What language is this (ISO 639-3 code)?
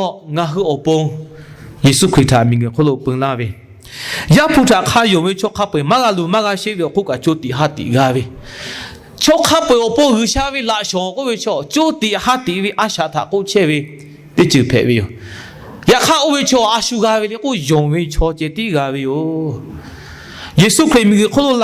lhu